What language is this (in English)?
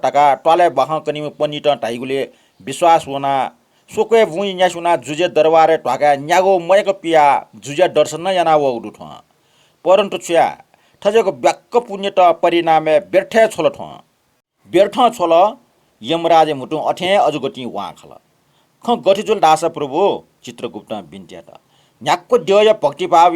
Newari